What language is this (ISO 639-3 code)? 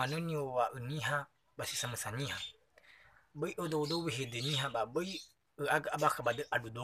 nia